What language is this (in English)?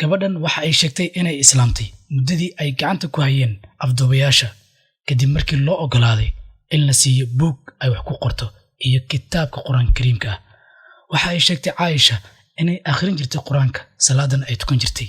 Somali